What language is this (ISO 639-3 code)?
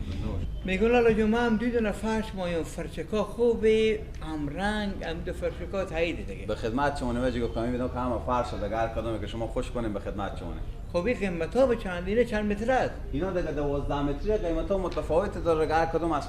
fas